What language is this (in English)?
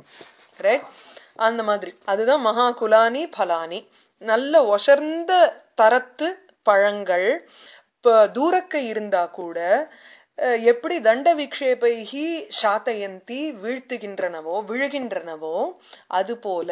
Tamil